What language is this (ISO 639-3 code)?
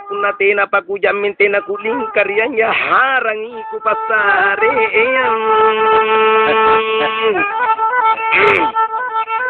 mak